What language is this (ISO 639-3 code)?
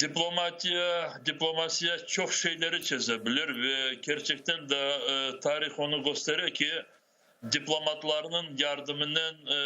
crh